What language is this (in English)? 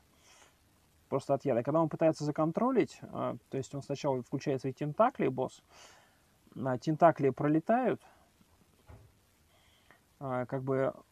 Russian